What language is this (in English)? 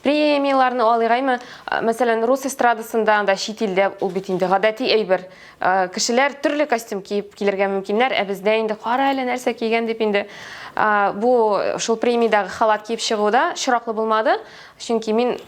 Tatar